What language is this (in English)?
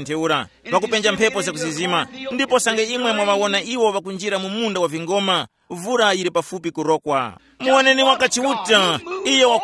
Tumbuka